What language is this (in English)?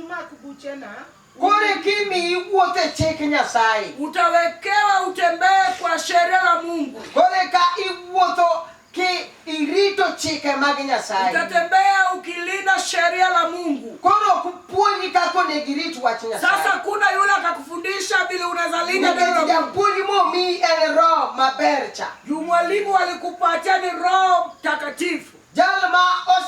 Luo (Kenya and Tanzania)